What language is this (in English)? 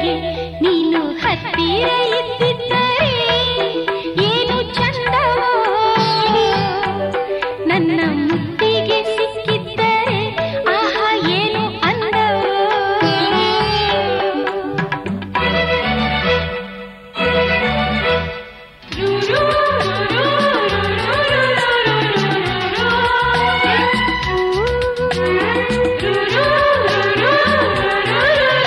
Kannada